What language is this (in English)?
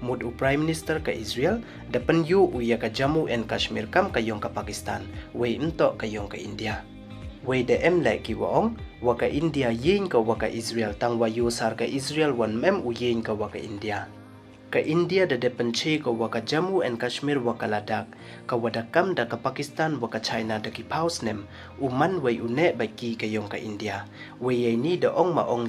Pnar